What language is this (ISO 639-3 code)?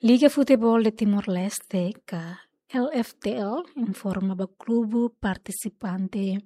tet